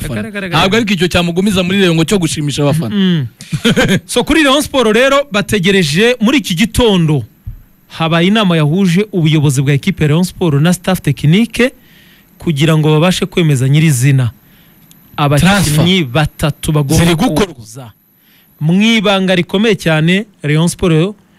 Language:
Kinyarwanda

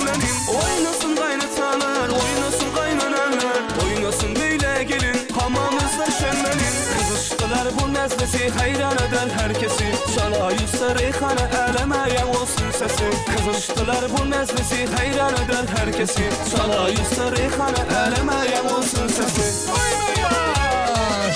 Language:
Turkmen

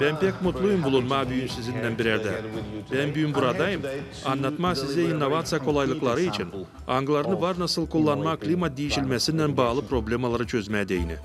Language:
Gagauz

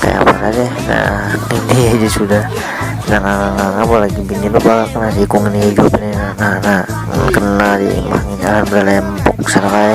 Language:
Banjar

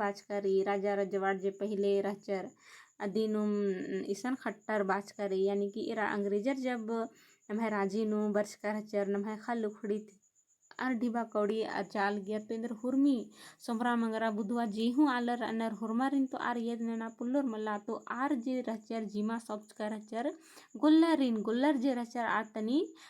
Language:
Kurukh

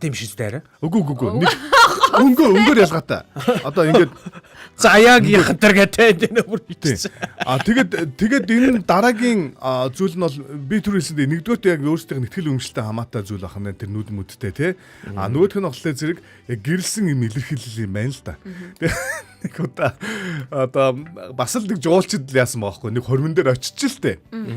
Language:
Mongolian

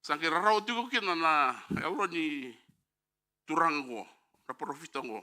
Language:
Fijian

